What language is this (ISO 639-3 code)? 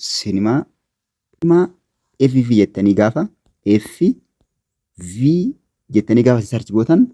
orm